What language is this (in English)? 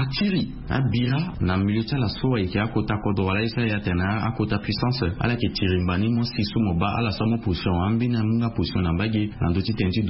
Sango